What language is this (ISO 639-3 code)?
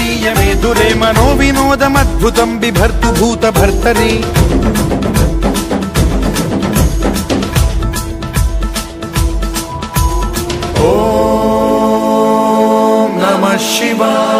san